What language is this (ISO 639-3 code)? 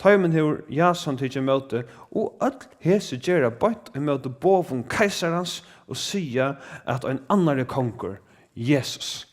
fao